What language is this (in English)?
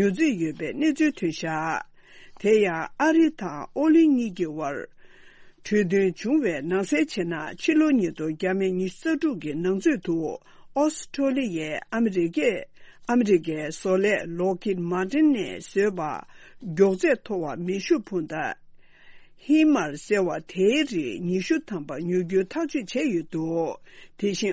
Tibetan